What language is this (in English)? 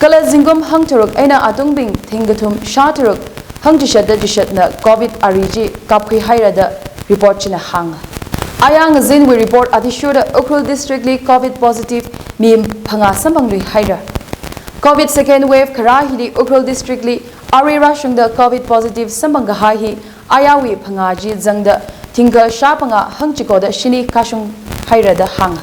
Tangkhul Naga (India)